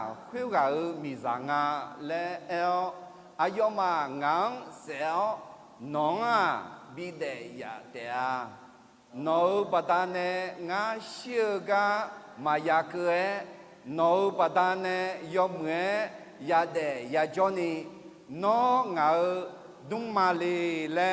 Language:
Akha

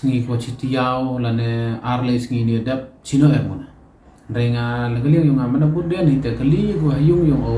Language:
Pnar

